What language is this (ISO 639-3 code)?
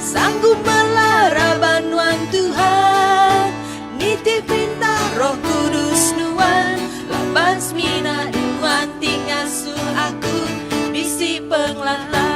iba